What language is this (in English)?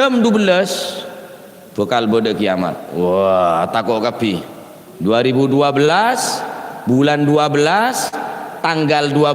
Madurese